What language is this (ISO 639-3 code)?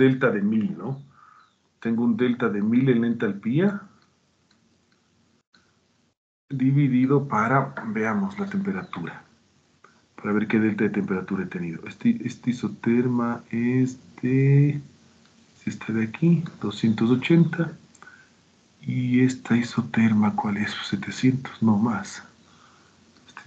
spa